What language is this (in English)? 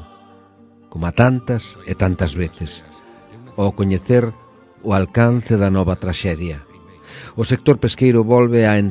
Galician